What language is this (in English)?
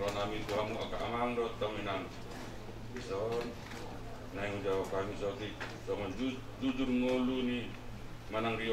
Batak Toba